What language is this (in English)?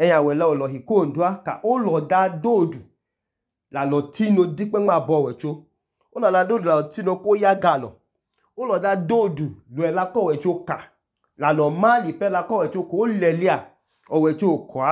Idoma